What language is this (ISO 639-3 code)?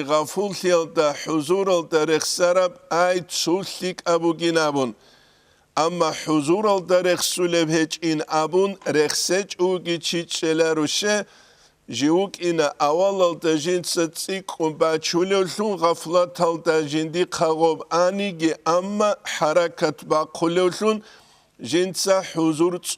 ava